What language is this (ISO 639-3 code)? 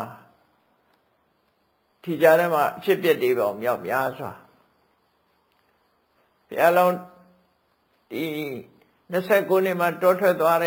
mya